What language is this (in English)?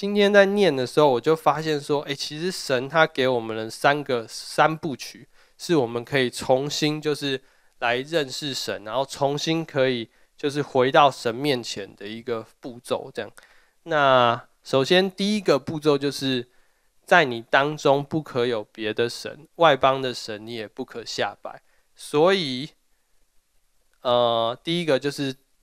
Chinese